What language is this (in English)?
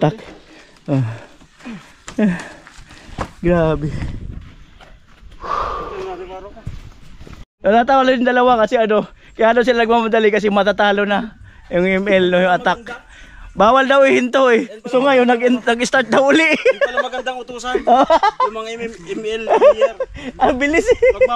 Filipino